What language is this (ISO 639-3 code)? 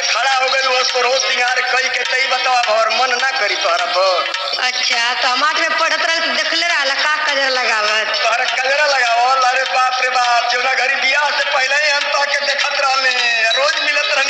bho